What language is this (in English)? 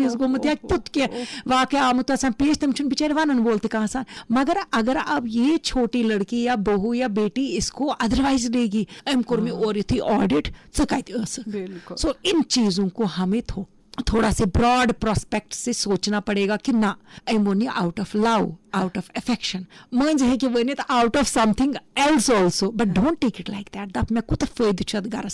Kashmiri